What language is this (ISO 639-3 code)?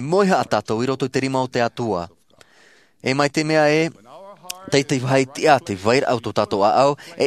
tah